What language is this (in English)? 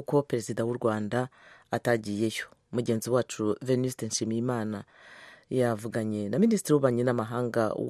Kinyarwanda